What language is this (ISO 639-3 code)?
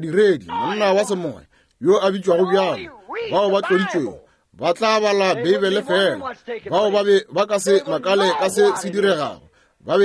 nso